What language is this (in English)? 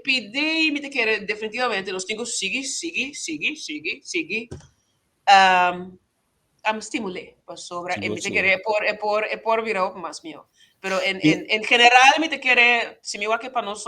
Papiamento